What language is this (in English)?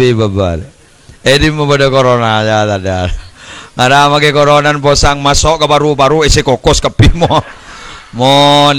Madurese